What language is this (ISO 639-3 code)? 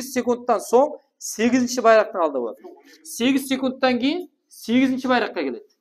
kaa